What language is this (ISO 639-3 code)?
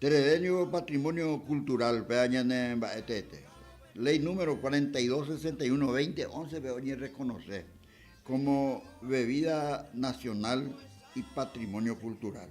grn